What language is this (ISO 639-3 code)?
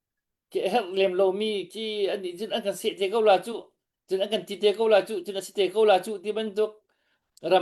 cnh